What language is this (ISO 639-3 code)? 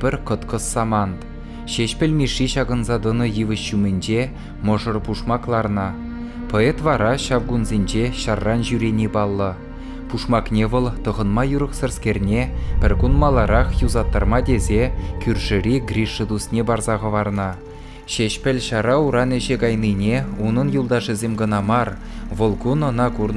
chv